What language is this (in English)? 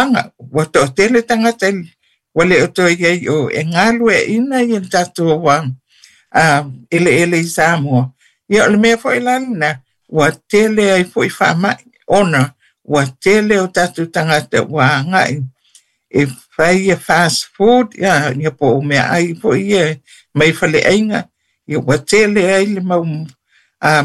Samoan